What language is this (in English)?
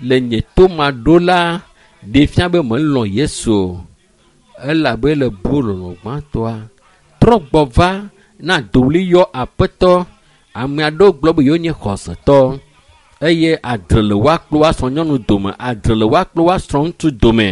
Ewe